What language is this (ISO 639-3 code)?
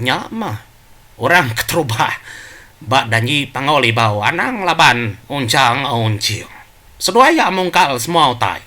iba